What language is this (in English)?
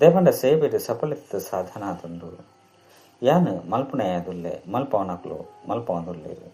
Tulu